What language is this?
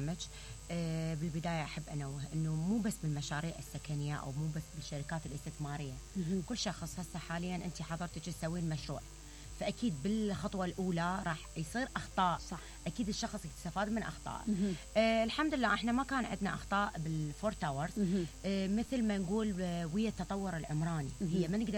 Mesopotamian Arabic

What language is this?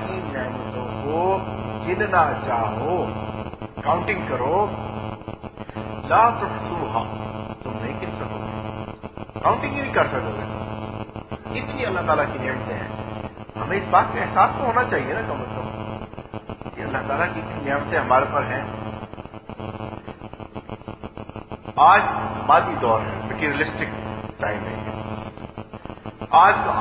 Urdu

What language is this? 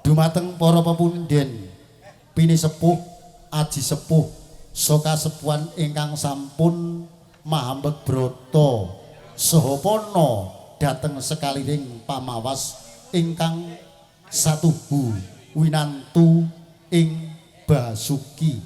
Javanese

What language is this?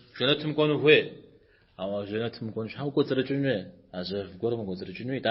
Kabardian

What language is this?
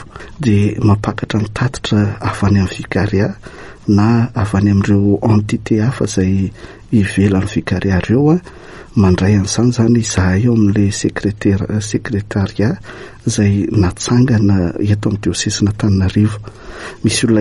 Malagasy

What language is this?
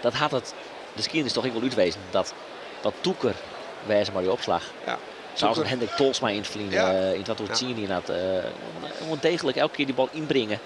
Western Frisian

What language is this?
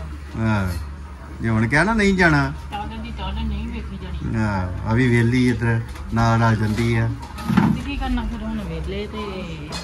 Punjabi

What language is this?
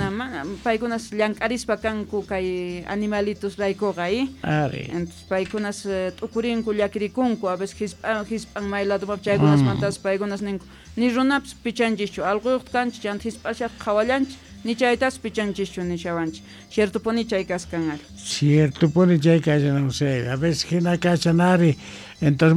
Quechua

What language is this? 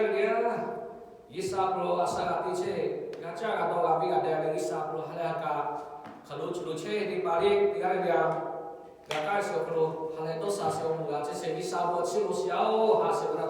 Lahu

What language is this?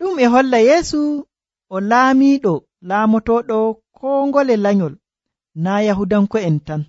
Nigerian Fulfulde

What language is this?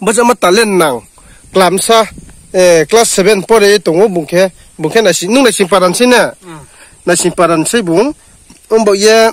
Riang (India)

